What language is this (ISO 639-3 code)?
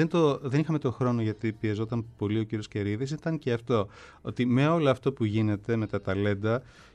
ell